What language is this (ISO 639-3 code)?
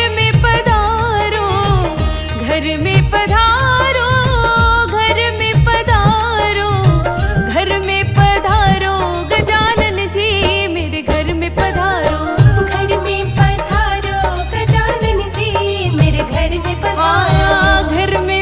hin